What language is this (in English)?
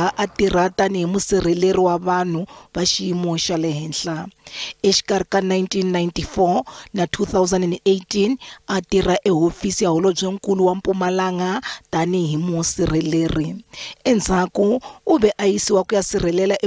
Tsonga